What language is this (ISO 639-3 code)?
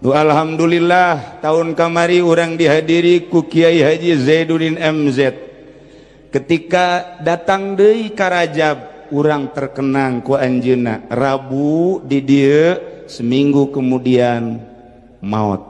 sun